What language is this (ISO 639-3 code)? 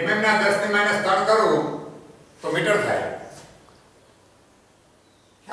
guj